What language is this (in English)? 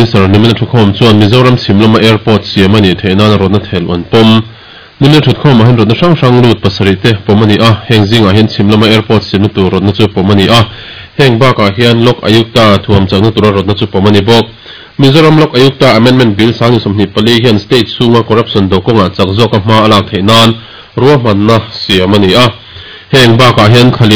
Mizo